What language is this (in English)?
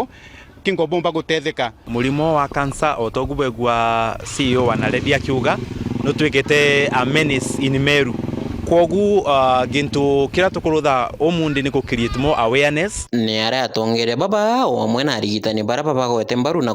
Meru